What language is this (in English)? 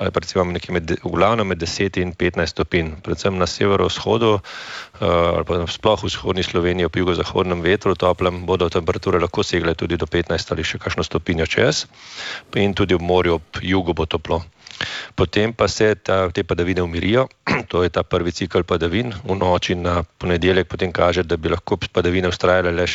Slovenian